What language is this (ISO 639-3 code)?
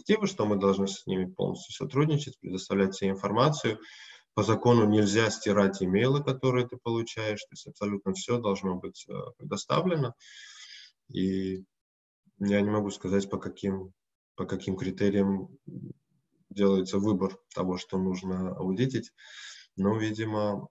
rus